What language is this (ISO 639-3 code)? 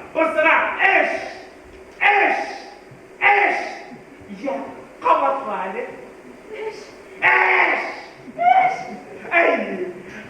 bak